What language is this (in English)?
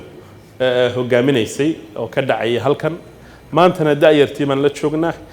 Somali